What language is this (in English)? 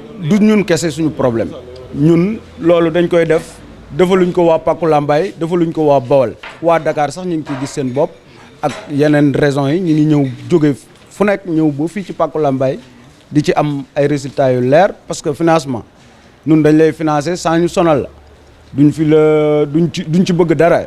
Wolof